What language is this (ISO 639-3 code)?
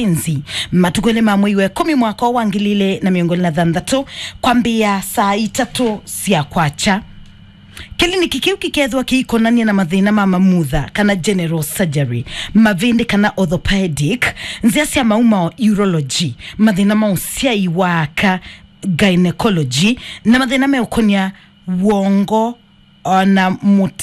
kam